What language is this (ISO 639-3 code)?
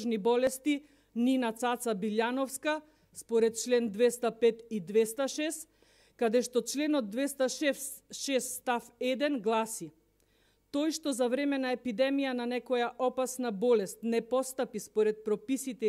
mkd